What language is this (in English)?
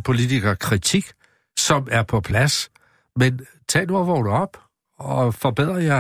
Danish